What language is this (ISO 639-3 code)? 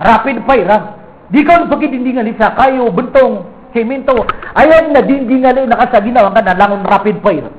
mrw